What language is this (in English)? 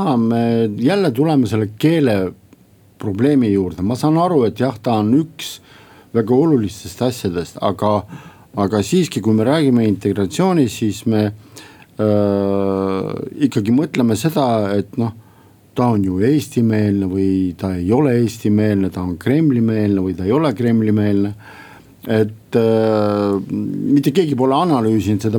Estonian